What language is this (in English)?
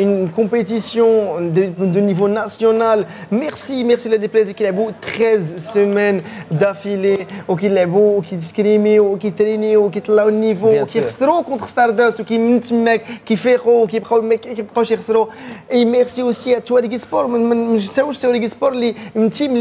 Moroccan Arabic